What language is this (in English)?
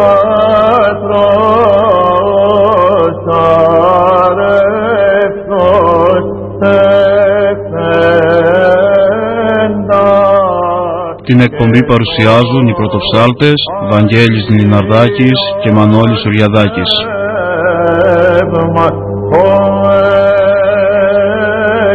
Greek